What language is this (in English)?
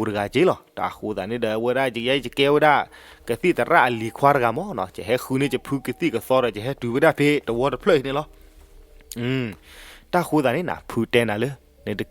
S'gaw Karen